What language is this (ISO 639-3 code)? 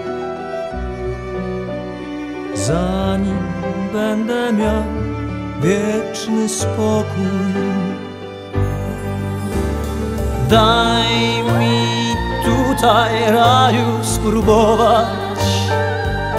pol